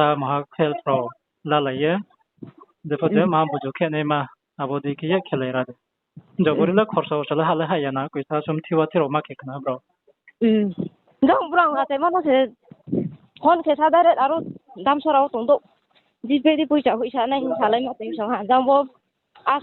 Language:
Riang (India)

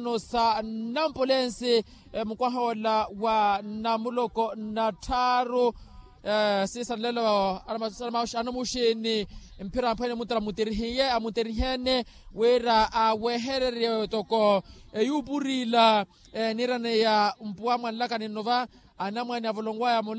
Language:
Makhuwa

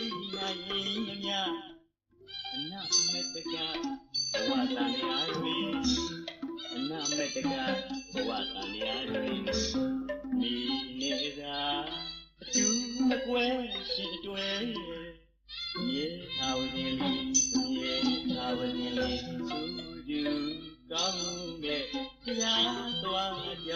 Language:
Burmese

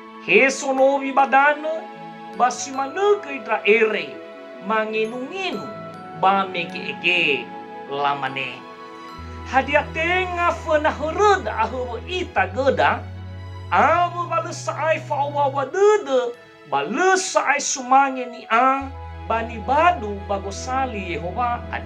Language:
Nias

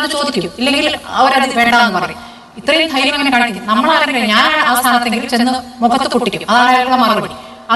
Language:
Malayalam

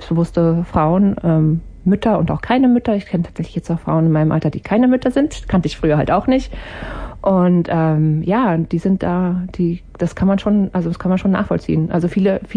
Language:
German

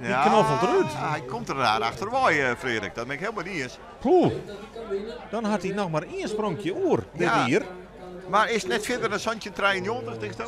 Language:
Western Frisian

